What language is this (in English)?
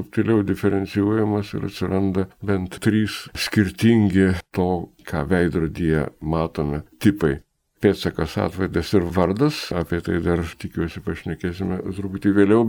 Lithuanian